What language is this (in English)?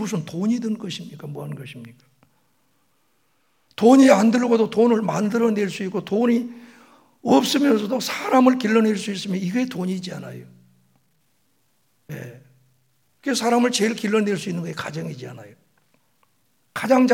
Korean